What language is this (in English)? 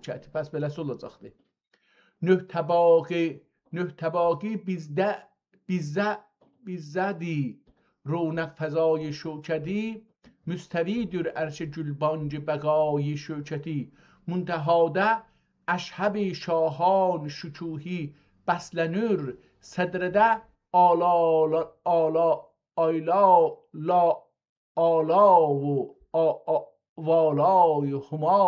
South Azerbaijani